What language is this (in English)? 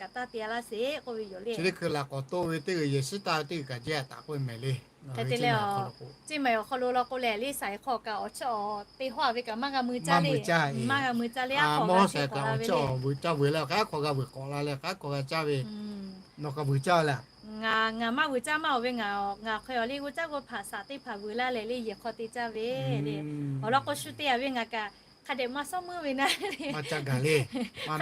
Lahu